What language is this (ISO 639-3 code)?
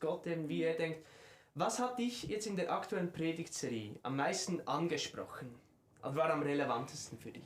gsw